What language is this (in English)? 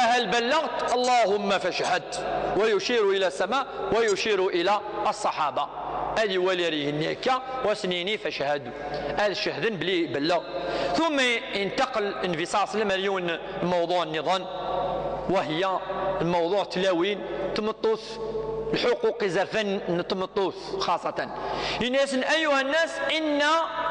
Kabyle